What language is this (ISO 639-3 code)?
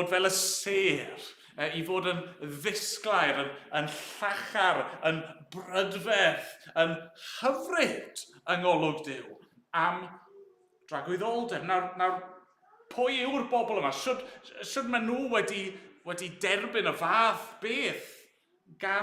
cym